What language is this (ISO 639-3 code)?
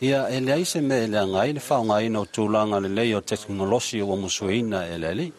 smo